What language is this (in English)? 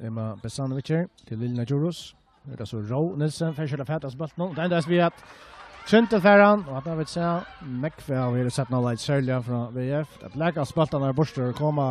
Faroese